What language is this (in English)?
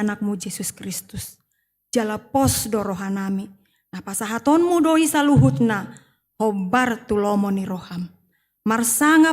Batak Toba